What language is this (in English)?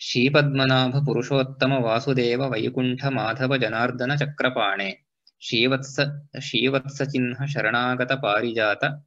Sanskrit